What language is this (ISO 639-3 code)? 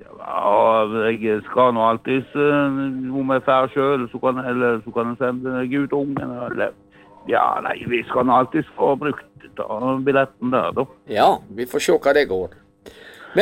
nor